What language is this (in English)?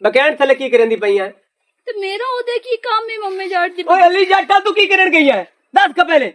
Western Panjabi